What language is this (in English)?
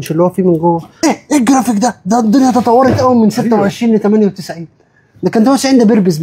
Egyptian Arabic